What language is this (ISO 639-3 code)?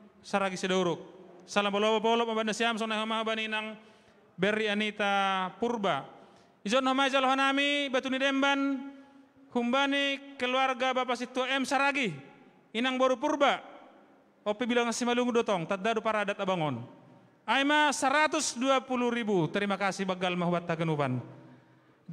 bts